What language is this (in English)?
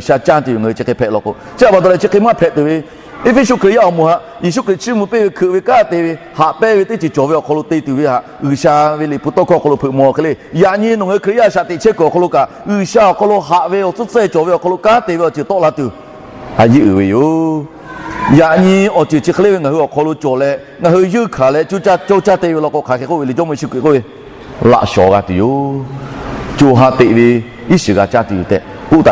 Lahu